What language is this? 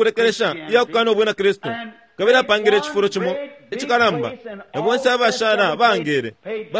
Bemba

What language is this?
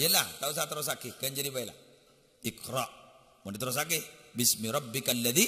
Madurese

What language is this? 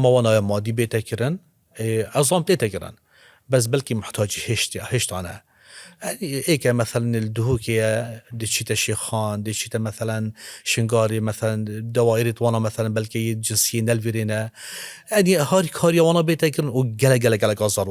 Kurdish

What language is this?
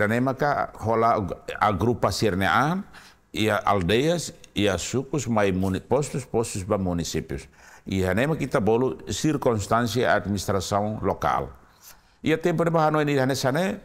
Tetum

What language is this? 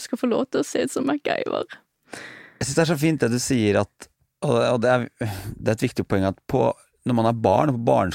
Norwegian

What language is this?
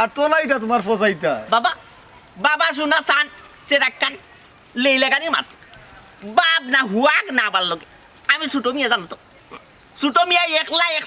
Sylheti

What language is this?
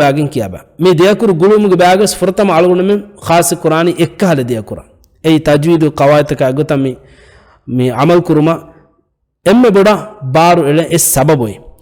Divehi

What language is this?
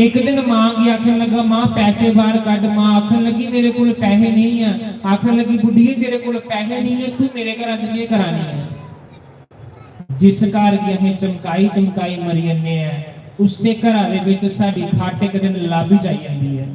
Dogri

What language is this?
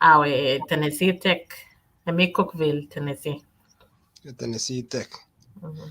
Kalenjin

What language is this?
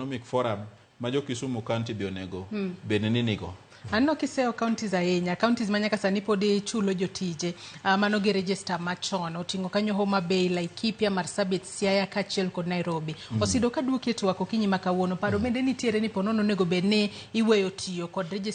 Luo (Kenya and Tanzania)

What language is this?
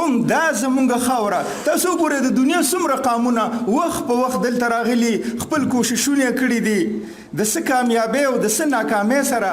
Pashto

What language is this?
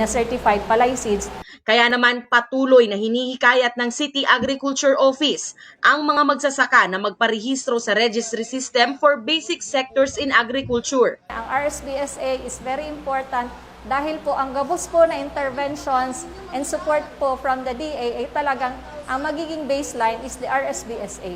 Bikol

